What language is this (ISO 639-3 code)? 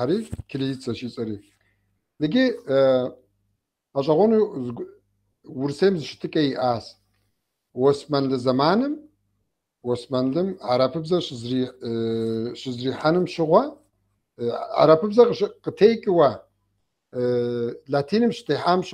kbd